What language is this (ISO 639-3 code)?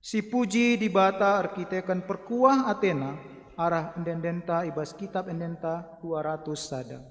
btx